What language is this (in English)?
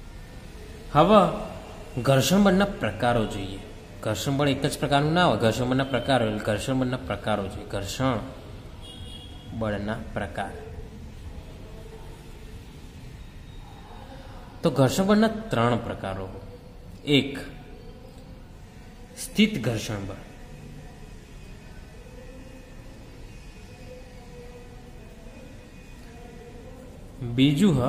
Gujarati